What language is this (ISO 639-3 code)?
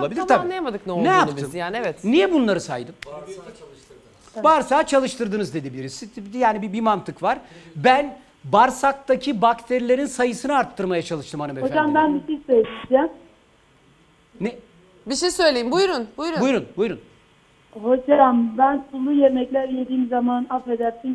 tur